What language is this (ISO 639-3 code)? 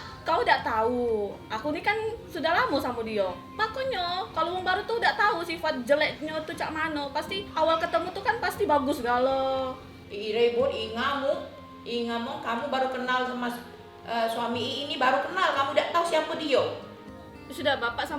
mui